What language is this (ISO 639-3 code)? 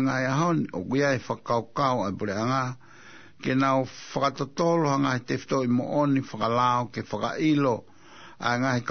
ton